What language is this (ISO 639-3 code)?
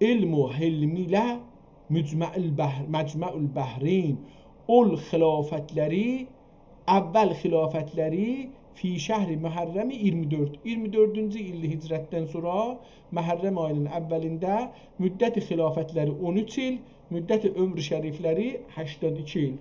azb